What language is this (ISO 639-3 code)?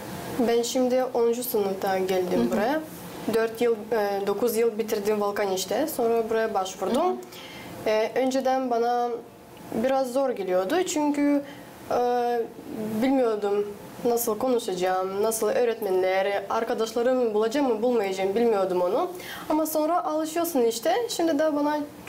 gag